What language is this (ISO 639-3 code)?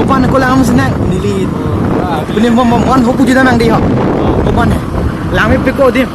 mjw